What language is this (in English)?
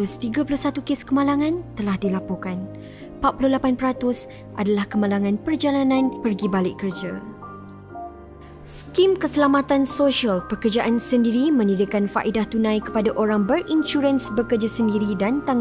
Malay